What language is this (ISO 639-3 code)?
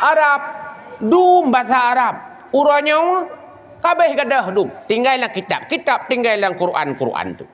ace